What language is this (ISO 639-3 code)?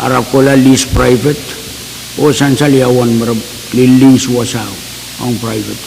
pon